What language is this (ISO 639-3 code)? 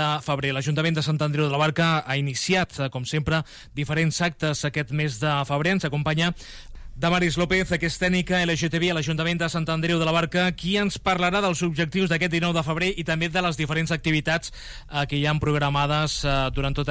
cat